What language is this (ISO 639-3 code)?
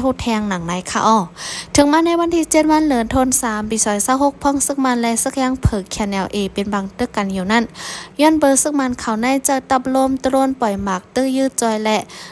shn